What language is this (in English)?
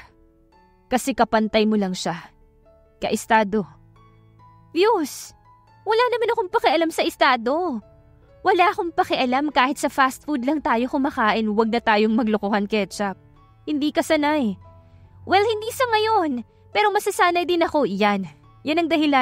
Filipino